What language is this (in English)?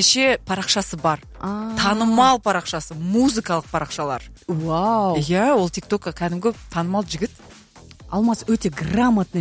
Kazakh